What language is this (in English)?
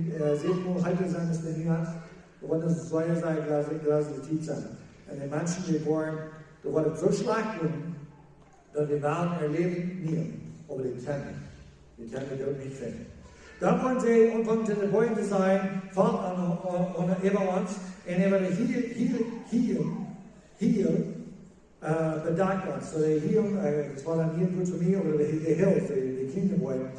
Plautdietsch